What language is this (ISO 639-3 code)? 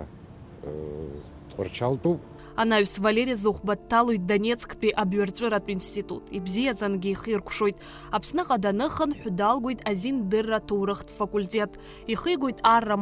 abk